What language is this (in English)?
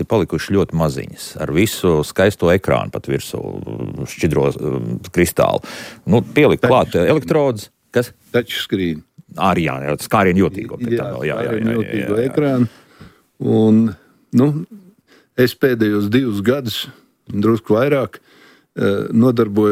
Latvian